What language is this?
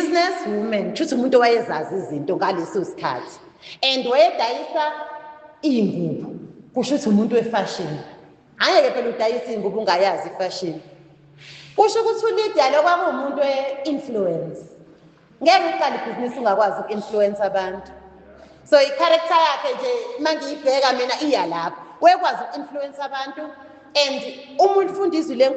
Zulu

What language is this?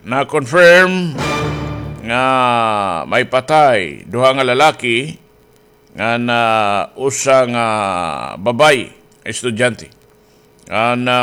Waray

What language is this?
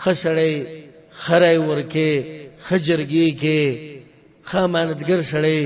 Pashto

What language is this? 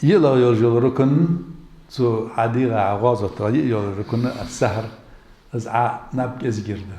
Ingush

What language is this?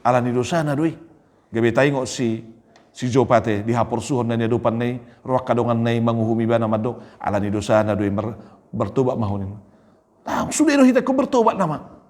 Batak Toba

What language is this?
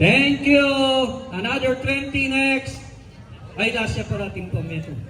Pampanga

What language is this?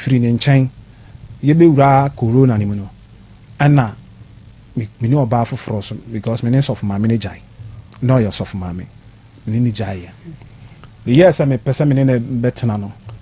Akan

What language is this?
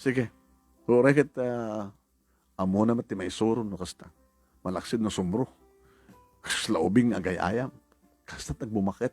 Iloko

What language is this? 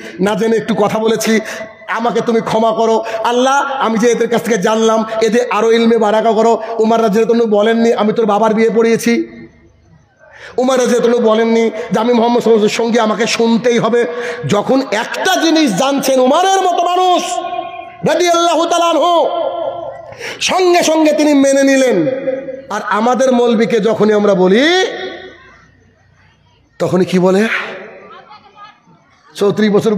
Bangla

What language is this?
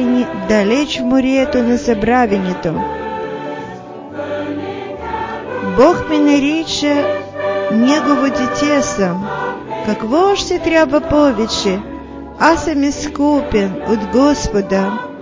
Bulgarian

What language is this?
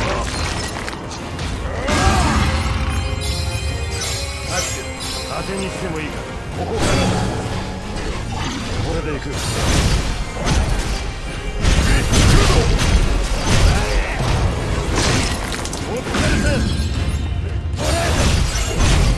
Japanese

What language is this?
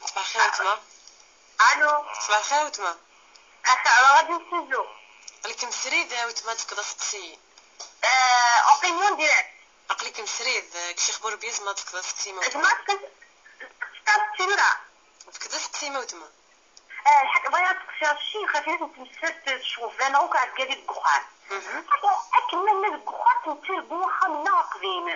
Kabyle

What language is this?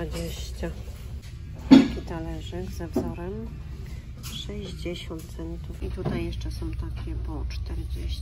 Polish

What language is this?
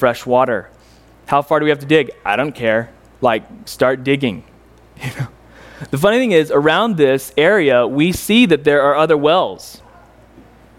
English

